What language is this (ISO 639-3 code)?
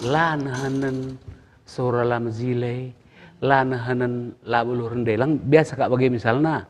btx